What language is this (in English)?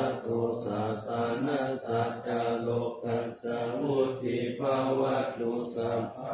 Pali